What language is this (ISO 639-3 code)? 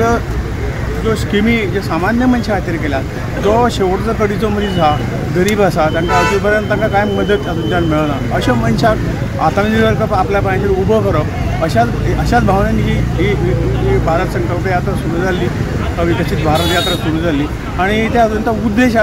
kok